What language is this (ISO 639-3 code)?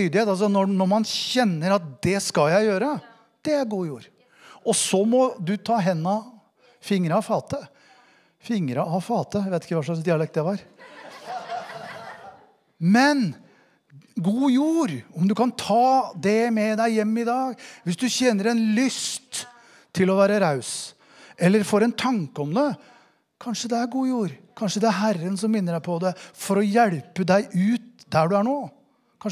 nor